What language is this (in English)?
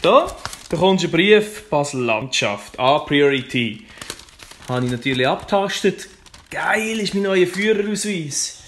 Swiss German